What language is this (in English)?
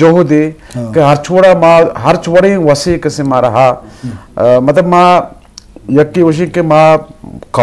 Eastern Balochi